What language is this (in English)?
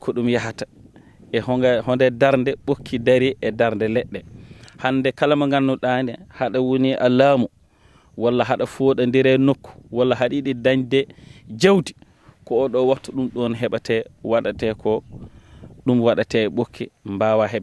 Fula